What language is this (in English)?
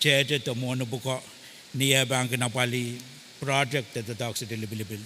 Pohnpeian